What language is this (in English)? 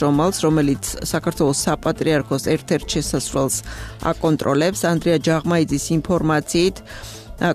Georgian